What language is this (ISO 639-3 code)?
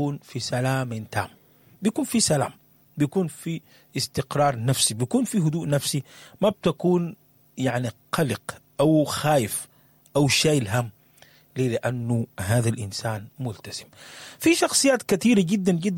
apd